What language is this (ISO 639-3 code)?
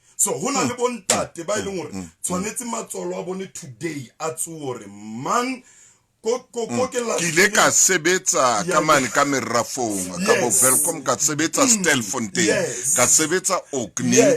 sot